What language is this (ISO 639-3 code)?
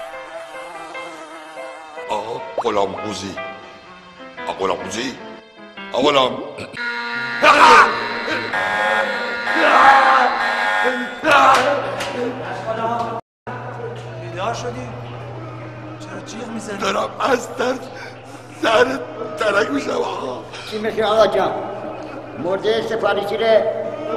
fas